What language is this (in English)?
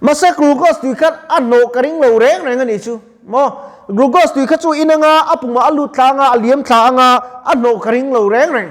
Mizo